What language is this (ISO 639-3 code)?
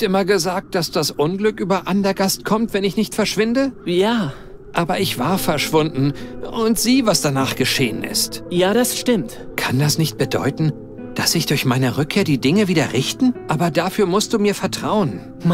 bar